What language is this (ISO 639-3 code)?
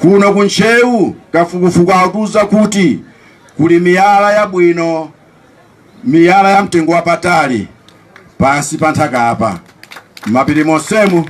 nya